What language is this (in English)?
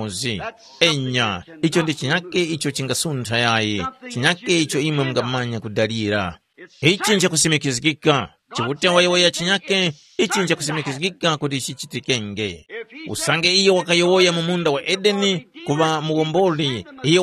Tumbuka